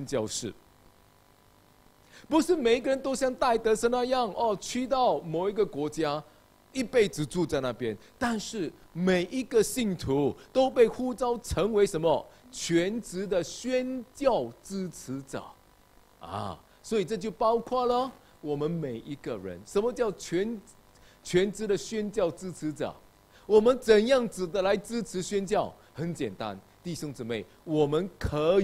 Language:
Chinese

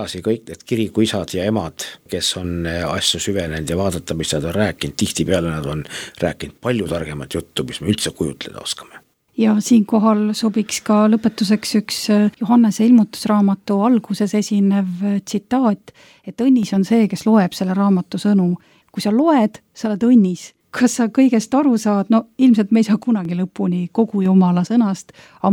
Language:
Estonian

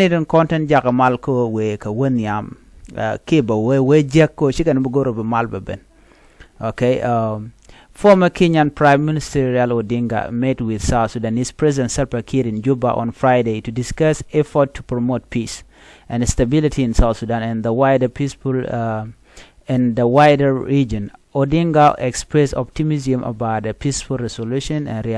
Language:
Nuer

